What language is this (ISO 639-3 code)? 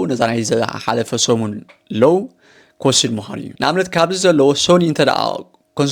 tir